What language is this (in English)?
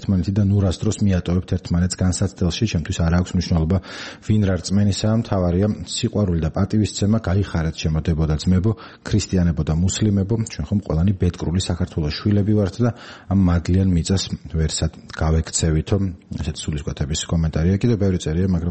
Georgian